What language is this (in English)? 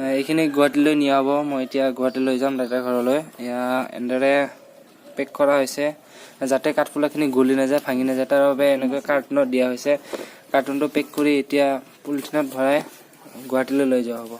Assamese